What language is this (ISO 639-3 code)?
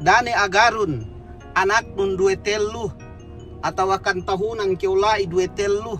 yka